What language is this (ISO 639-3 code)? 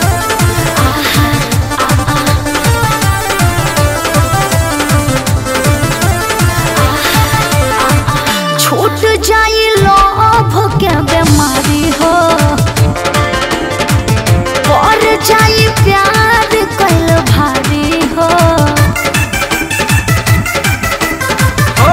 bho